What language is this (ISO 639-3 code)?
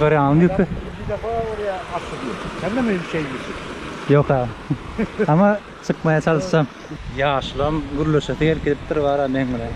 tuk